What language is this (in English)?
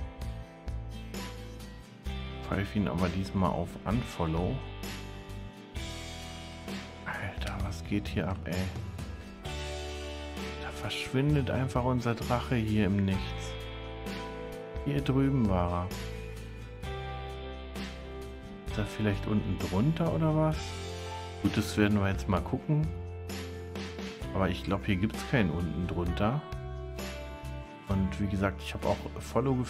German